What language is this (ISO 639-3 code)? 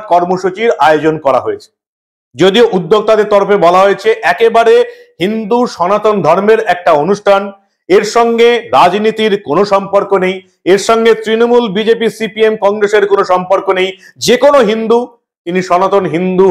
ben